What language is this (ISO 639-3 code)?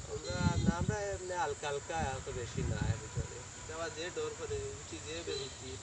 syl